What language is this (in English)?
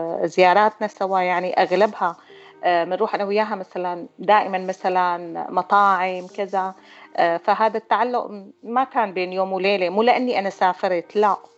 North Levantine Arabic